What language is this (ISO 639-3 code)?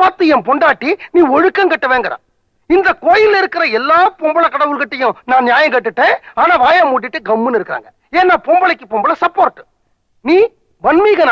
tam